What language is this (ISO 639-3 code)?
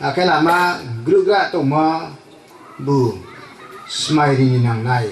ria